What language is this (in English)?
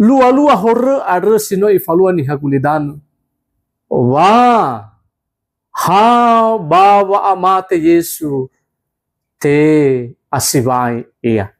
Nias